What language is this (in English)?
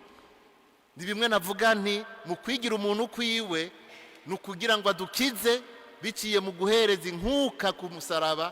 Rundi